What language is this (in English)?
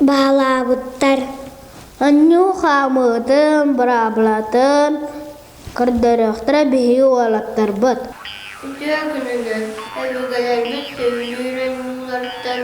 Yakut